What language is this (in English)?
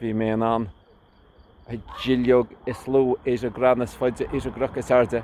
Irish